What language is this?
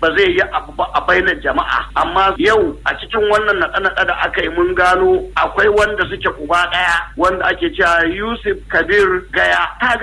Hausa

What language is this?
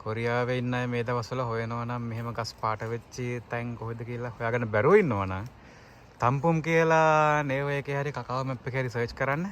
Sinhala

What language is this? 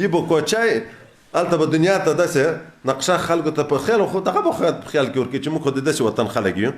Pashto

